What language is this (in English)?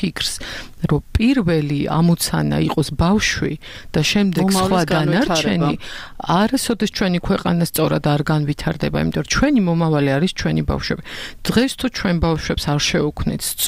Georgian